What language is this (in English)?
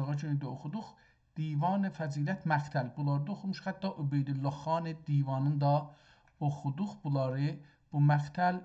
South Azerbaijani